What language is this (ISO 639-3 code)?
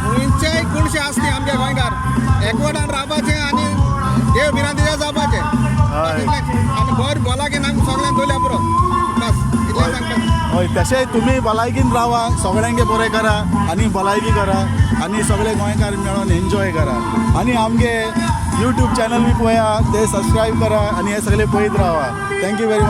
kok